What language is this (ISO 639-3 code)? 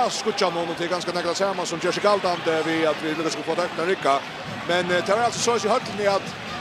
fao